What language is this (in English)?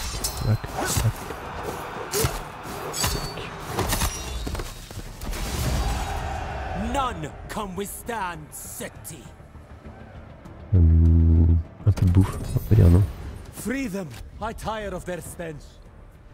French